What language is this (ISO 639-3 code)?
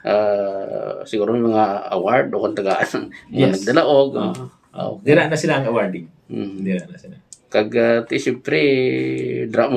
hil